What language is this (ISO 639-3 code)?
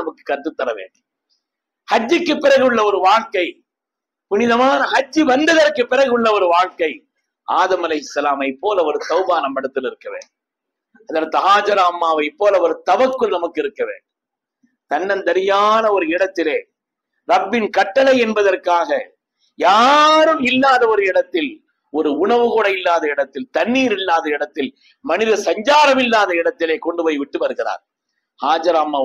tam